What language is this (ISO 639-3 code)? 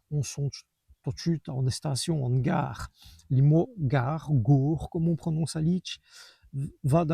wln